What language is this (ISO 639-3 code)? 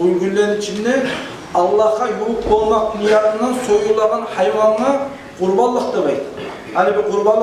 kum